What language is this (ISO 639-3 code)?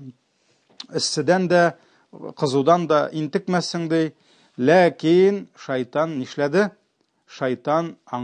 tat